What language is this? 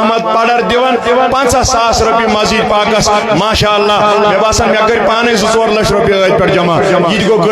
Kashmiri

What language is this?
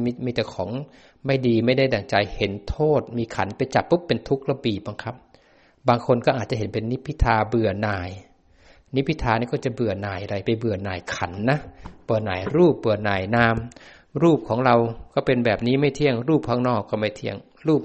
Thai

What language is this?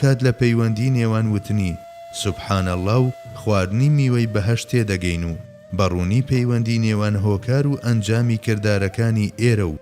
Central Kurdish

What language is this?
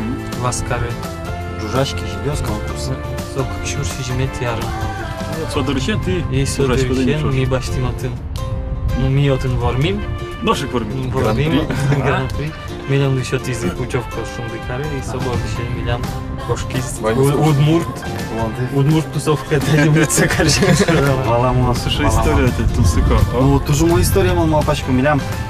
Udmurt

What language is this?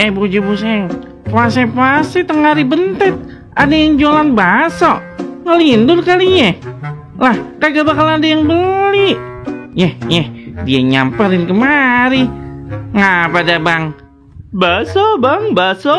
Betawi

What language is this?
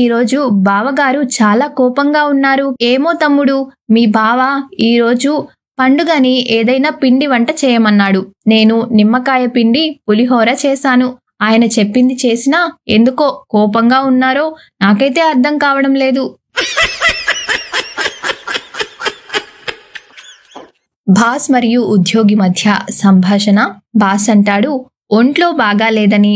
Telugu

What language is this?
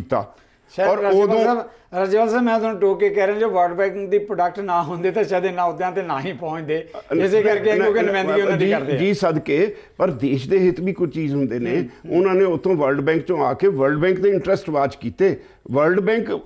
Punjabi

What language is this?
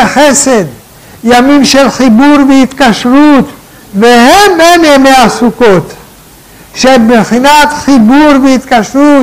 Hebrew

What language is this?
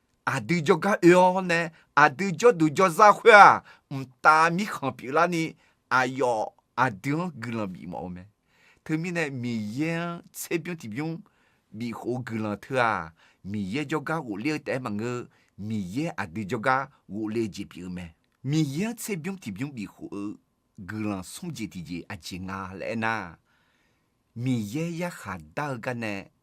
Akha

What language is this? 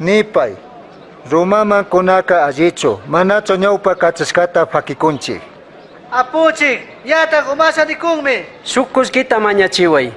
Chimborazo Highland Quichua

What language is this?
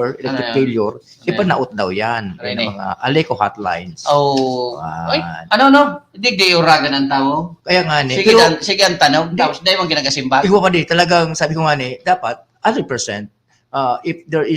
Bikol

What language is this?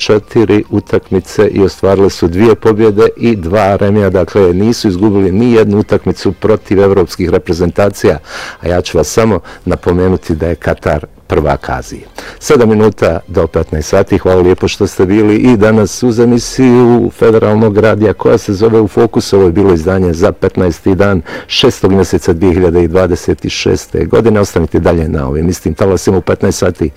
Bosnian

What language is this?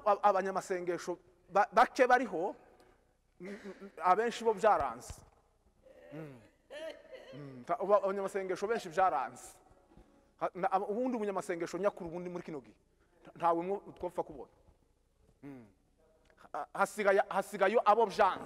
Kinyarwanda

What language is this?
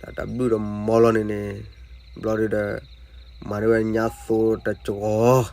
S'gaw Karen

